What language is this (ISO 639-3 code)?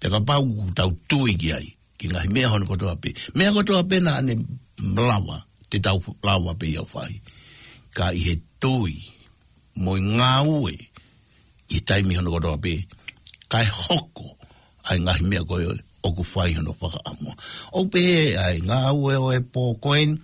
ton